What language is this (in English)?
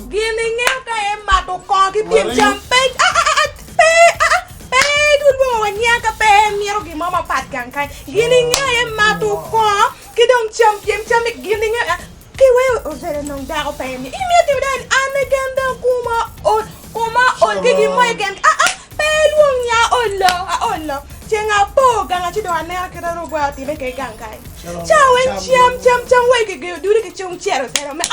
Acoli